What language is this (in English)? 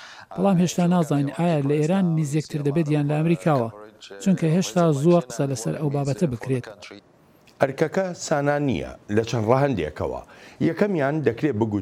Central Kurdish